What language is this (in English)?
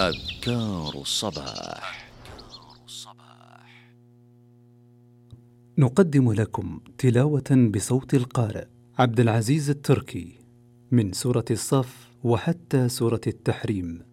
Arabic